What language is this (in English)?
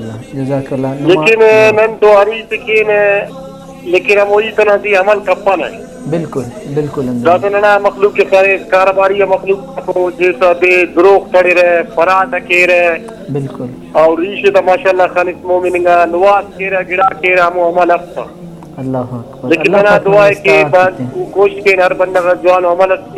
Brahui